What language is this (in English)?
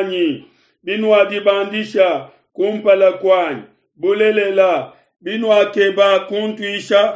Luba-Lulua